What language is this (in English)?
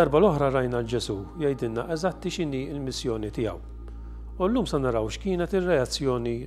Maltese